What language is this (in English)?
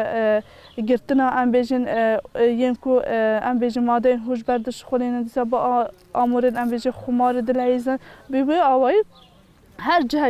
Kurdish